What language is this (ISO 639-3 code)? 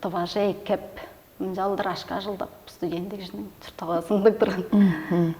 tyv